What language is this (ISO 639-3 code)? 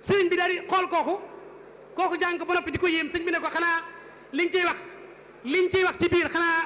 wol